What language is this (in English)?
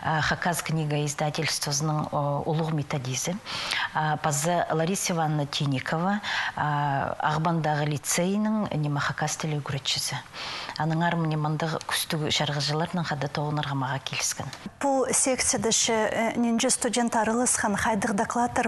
Khakas